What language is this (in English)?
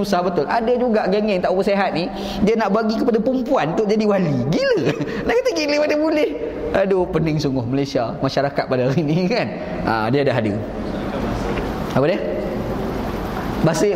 Malay